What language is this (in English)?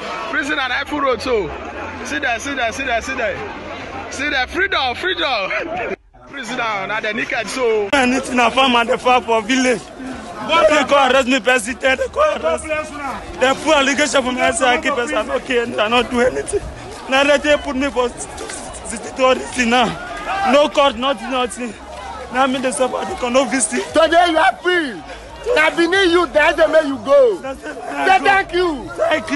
Nigerian Pidgin